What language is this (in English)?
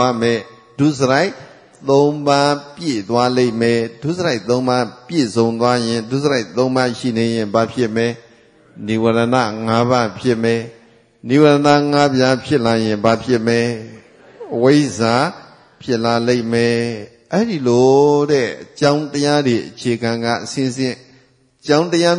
Burmese